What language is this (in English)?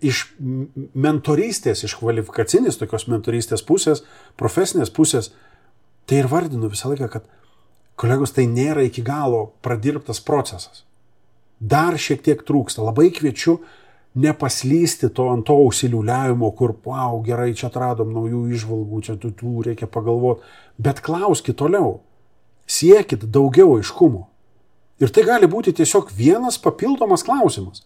Lithuanian